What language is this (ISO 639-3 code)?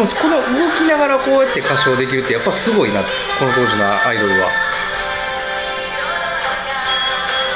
jpn